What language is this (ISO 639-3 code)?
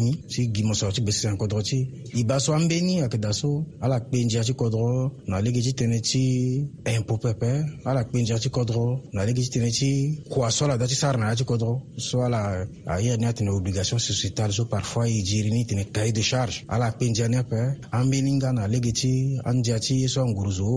sag